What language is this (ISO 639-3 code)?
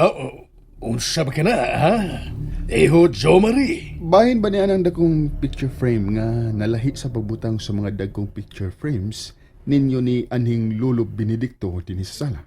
ceb